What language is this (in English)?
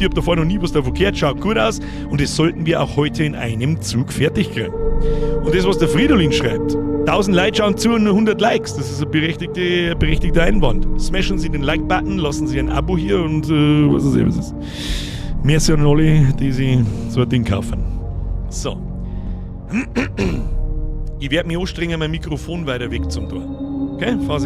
Bavarian